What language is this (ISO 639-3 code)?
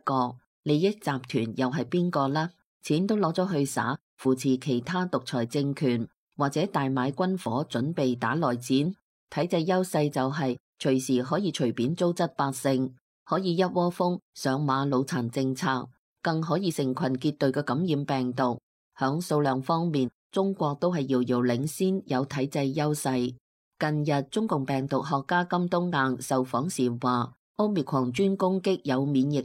yue